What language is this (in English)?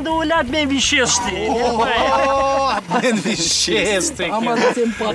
Crimean Tatar